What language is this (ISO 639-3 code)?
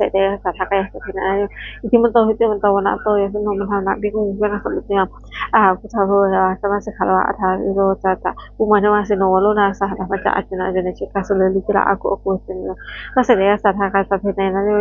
pli